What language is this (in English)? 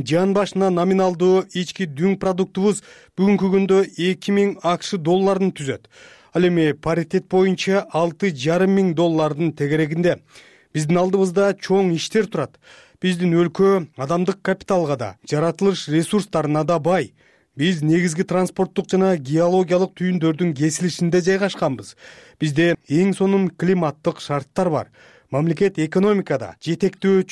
Kyrgyz